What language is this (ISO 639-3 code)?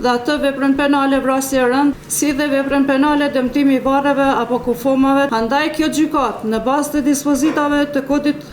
sqi